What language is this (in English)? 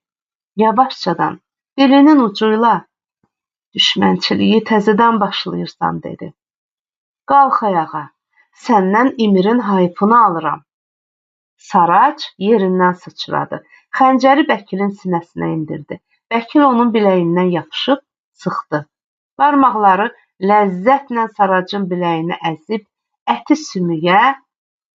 Azerbaijani